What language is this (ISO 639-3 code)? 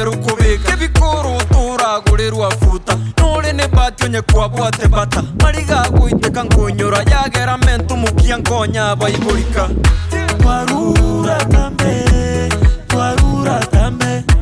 guz